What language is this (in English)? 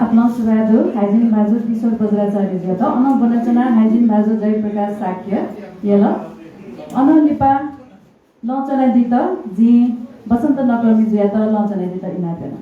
Newari